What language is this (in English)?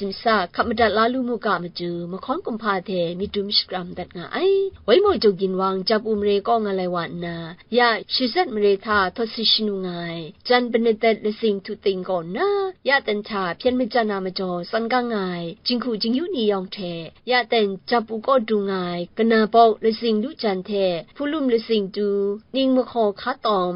Kachin